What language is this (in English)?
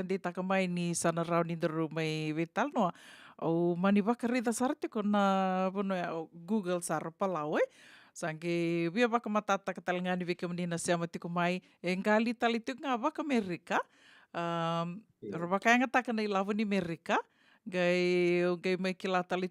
Fijian